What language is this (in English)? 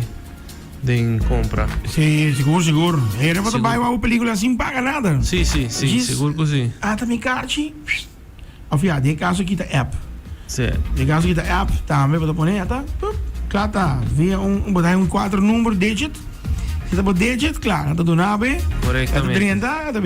Papiamento